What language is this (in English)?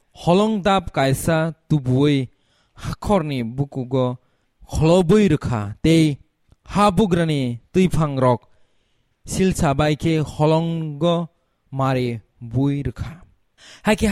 Kok Borok